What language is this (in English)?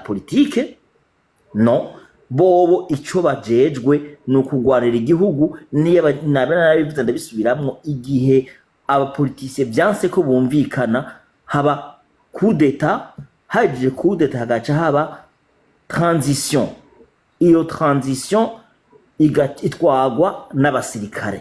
Rundi